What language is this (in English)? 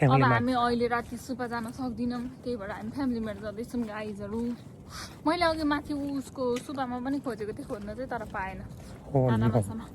Nepali